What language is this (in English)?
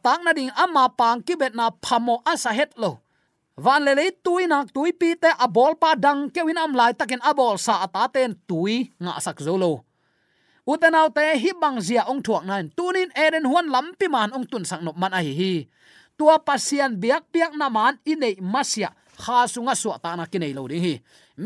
Tedim Chin